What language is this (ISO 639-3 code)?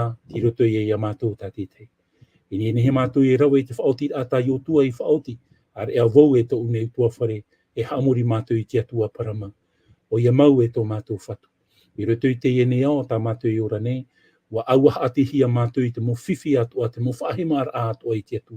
tah